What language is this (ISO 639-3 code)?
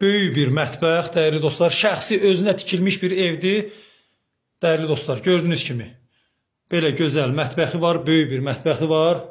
aze